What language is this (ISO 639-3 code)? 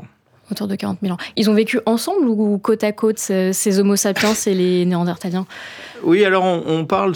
fra